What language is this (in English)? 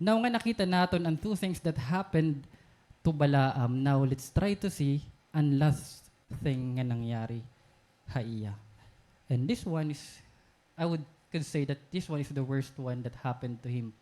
Waray